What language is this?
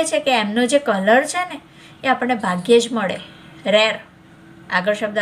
Gujarati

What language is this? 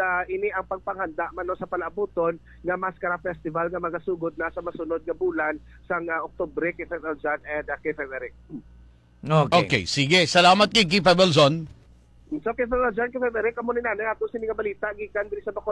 Hiligaynon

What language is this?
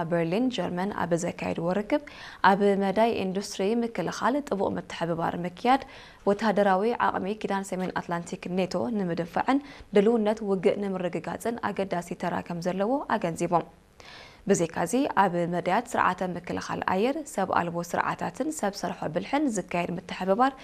Tigrinya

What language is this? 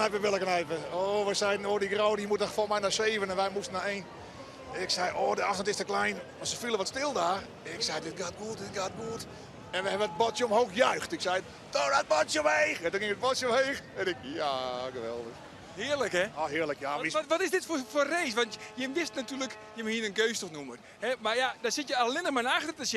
Western Frisian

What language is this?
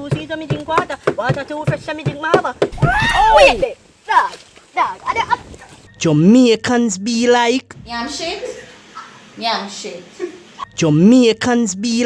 Jamaican Creole English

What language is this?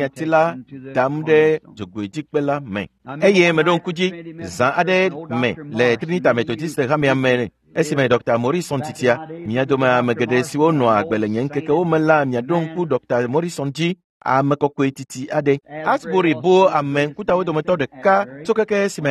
Ewe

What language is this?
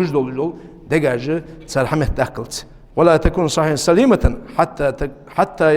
Ingush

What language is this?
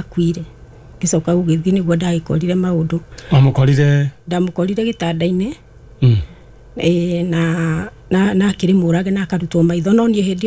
Kikuyu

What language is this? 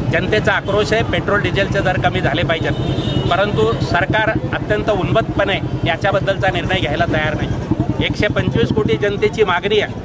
Marathi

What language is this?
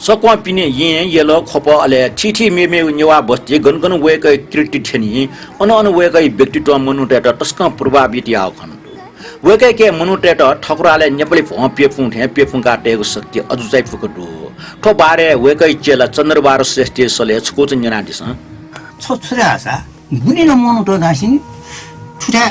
Newari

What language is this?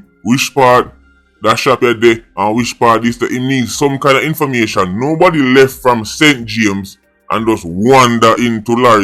Jamaican Creole English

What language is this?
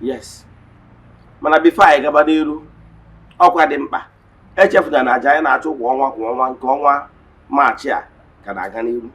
Igbo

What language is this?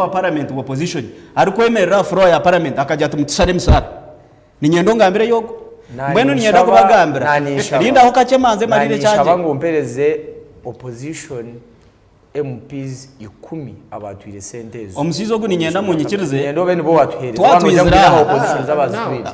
Nyankole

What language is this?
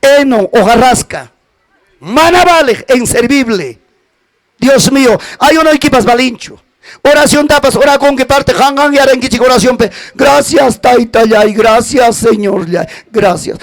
Ayacucho Quechua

